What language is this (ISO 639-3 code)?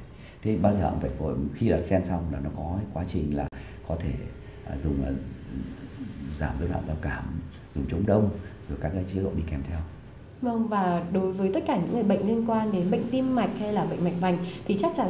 vie